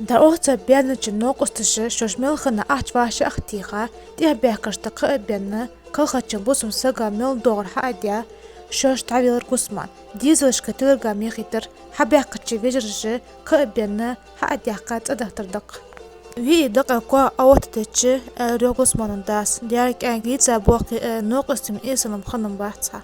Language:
Ingush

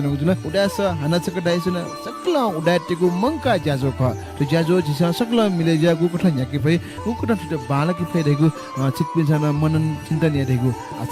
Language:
Newari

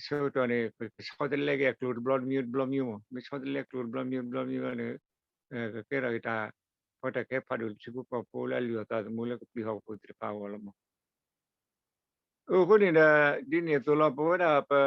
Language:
S'gaw Karen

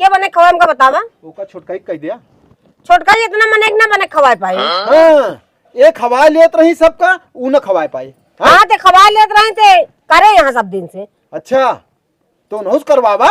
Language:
Awadhi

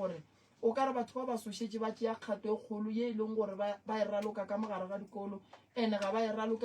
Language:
Northern Sotho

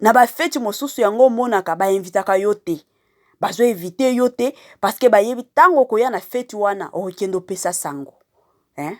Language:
Lingala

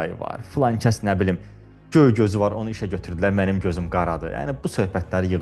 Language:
Azerbaijani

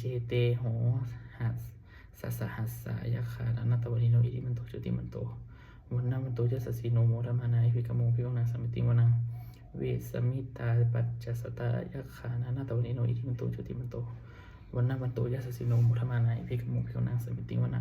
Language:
Pali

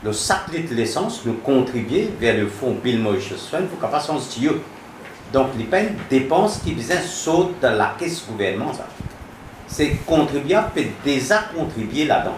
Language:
Morisyen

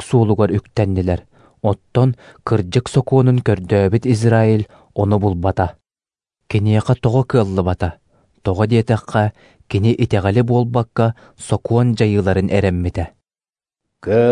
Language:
Yakut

